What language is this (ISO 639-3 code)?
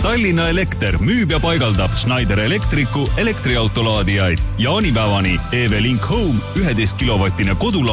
est